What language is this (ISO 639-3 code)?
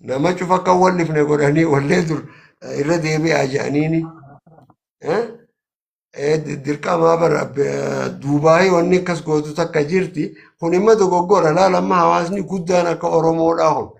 orm